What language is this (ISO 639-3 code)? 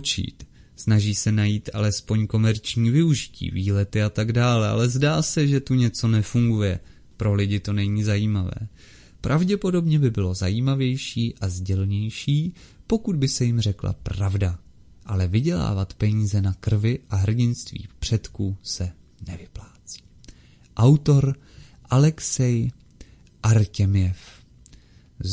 ces